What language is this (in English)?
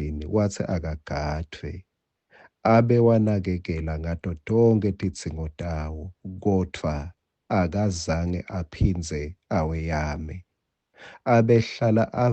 Swati